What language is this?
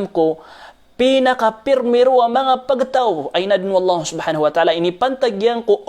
Maranao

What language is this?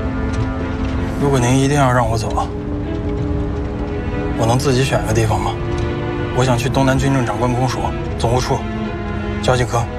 Chinese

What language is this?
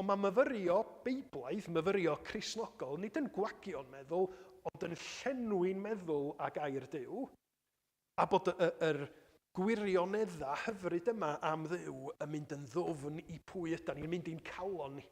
Welsh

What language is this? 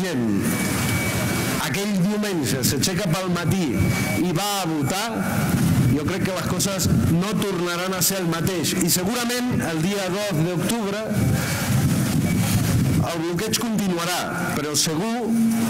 Catalan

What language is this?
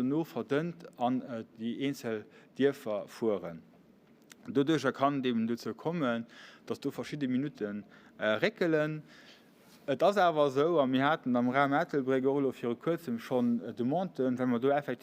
Luxembourgish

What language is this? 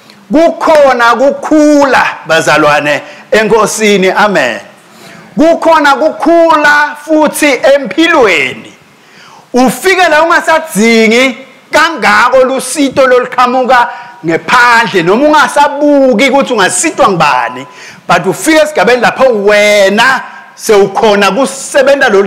Swati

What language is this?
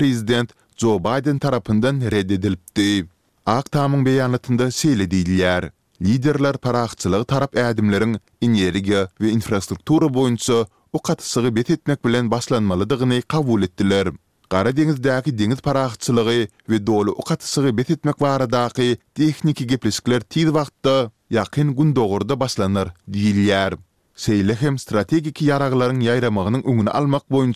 Turkmen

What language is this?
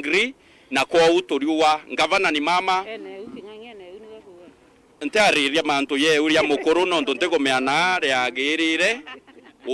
Meru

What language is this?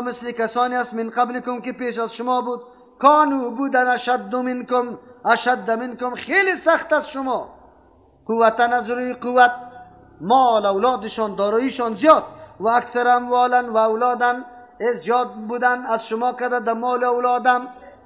Persian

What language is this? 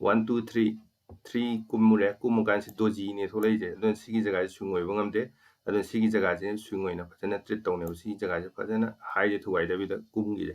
Manipuri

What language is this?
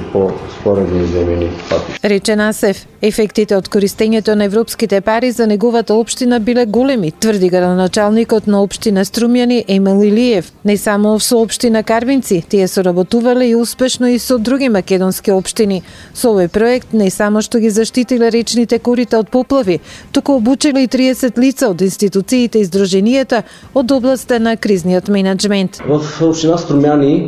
Macedonian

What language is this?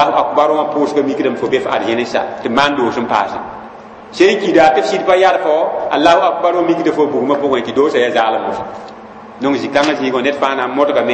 Mossi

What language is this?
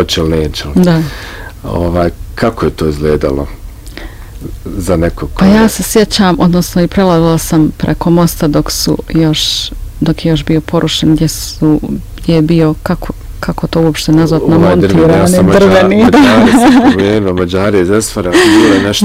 Bosnian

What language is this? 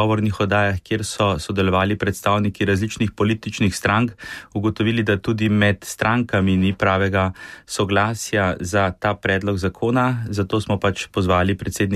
Slovenian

